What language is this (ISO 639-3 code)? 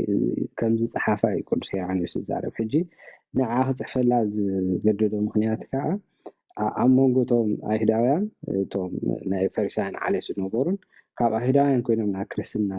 tir